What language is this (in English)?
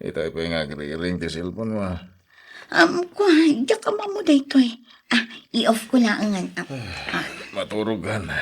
Iloko